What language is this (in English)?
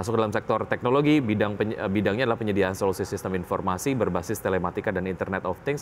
Indonesian